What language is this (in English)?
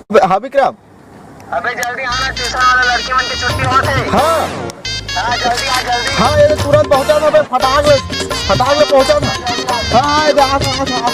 Chhattisgarhi